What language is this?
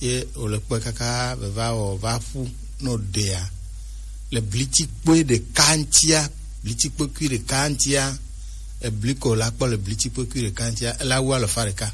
Gen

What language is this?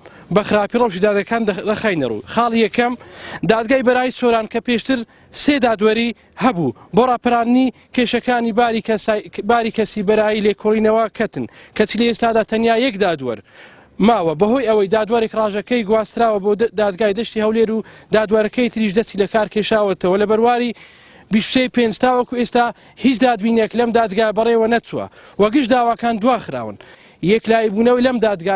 Central Kurdish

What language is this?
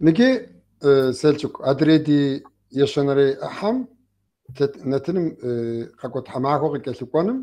Kabardian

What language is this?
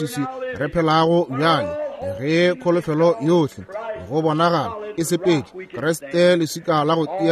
Northern Sotho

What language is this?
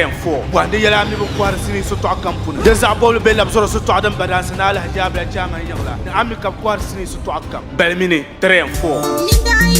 Dagbani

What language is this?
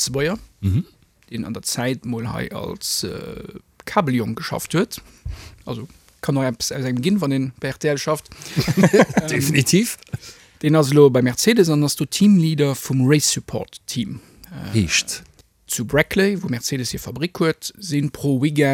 Luxembourgish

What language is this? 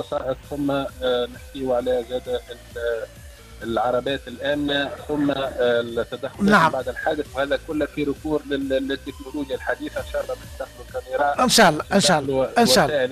Tunisian Arabic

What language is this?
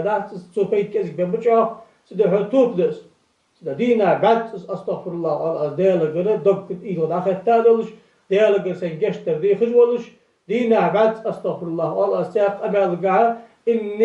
Ingush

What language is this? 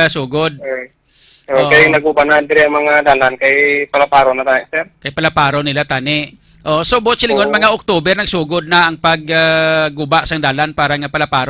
Hiligaynon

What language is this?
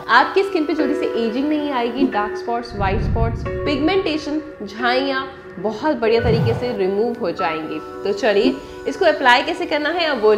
Hindi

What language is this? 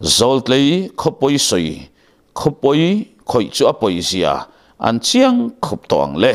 Mizo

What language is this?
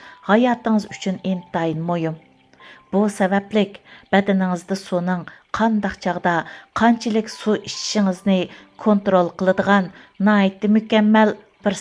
Uyghur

